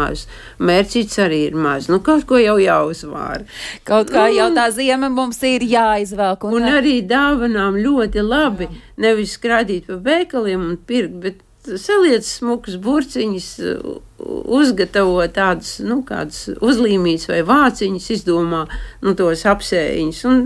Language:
Latvian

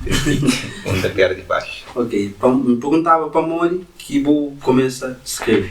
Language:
Kabuverdianu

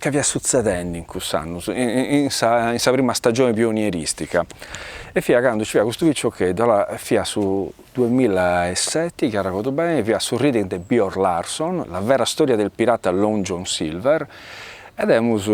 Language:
Sardinian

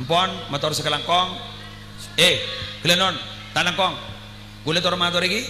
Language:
Madurese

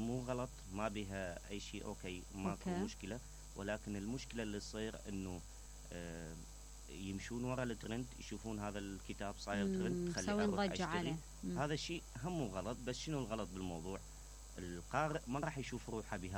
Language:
Mesopotamian Arabic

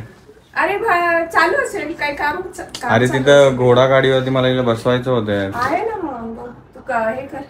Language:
Marathi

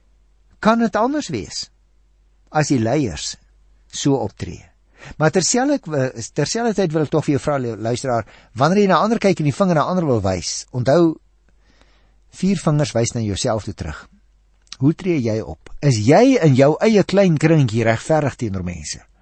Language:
Afrikaans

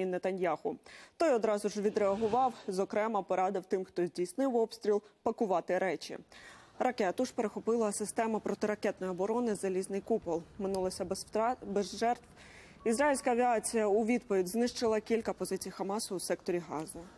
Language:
Ukrainian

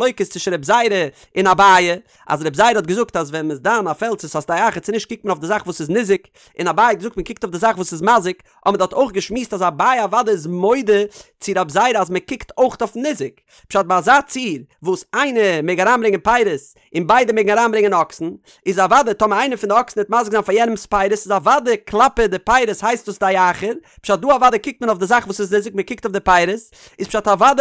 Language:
Yiddish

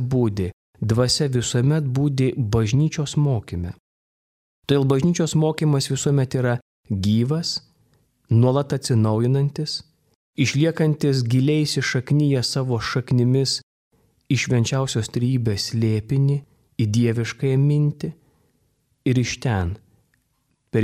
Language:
Lithuanian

